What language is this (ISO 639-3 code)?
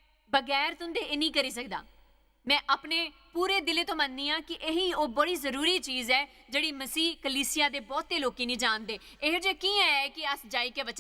doi